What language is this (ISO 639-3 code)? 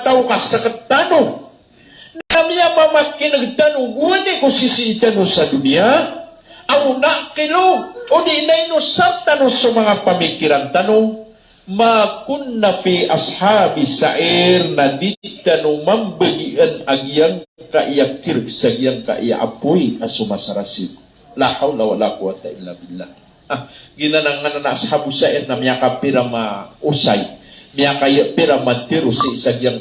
mrw